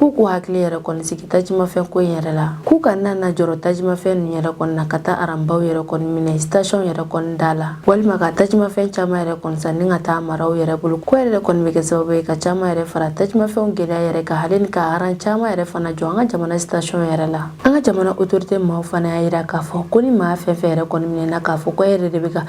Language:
Bambara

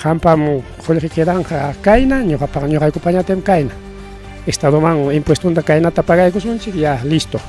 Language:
Ayacucho Quechua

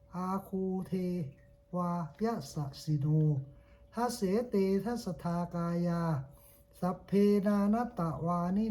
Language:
Pali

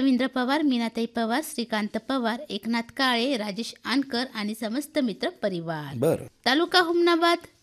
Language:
Marathi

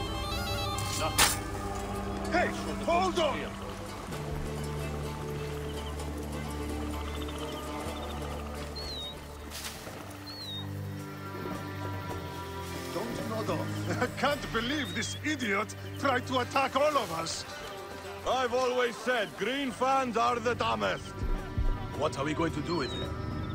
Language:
English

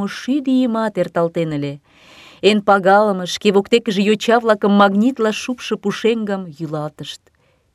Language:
Mari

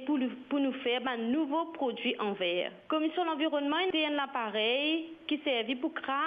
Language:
Morisyen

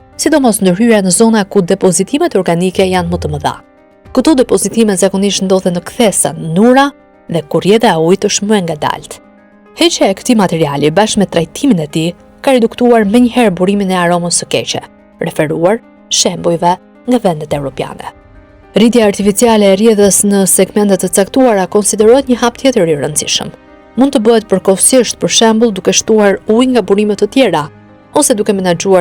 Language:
Albanian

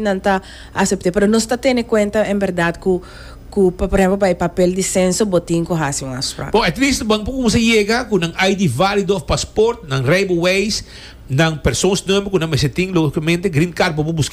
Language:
Papiamento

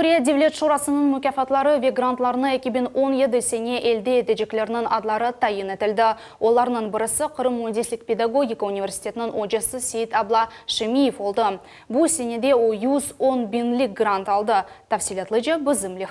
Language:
Crimean Tatar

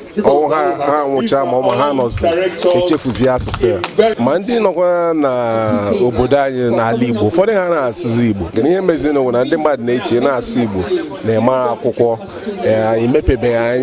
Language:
Igbo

